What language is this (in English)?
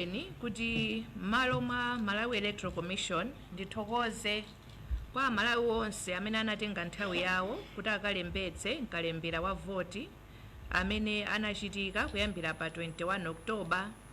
Nyanja